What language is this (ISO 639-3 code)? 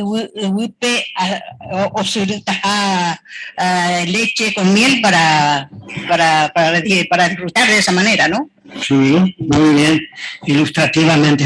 grn